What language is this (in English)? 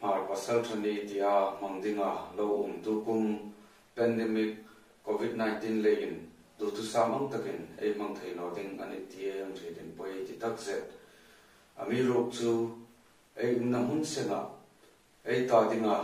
Hmar